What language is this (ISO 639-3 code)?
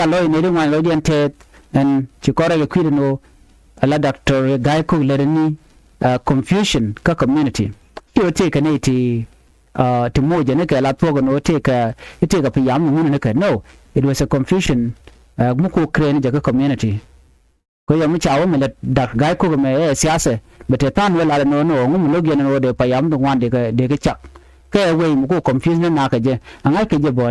nus